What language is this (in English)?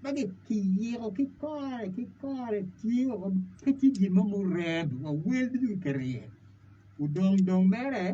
Acoli